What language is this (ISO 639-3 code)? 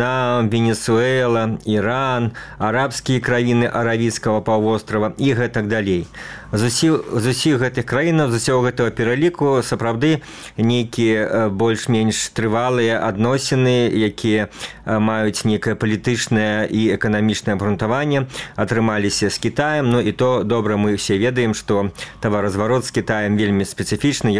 bel